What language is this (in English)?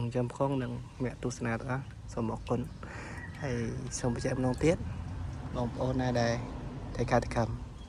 Khmer